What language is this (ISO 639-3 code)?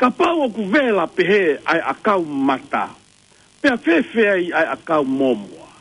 ton